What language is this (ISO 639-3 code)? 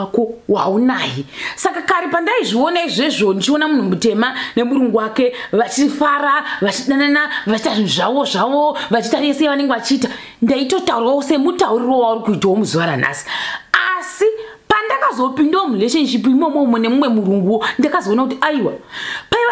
sna